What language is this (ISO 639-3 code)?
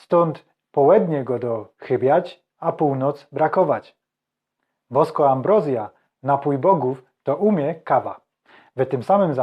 szl